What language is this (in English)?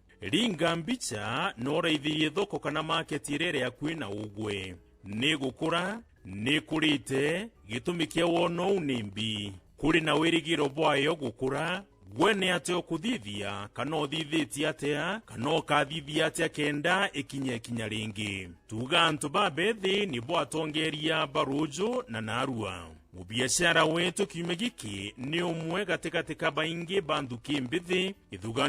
Meru